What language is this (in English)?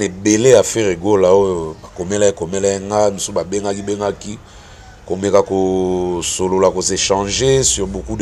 Lingala